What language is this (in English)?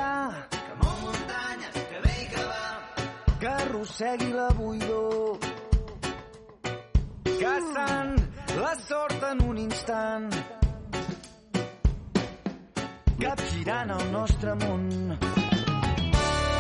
Catalan